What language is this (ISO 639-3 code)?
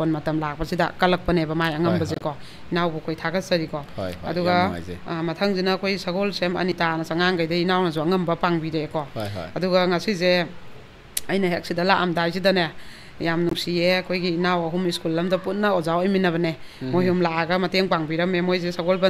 mni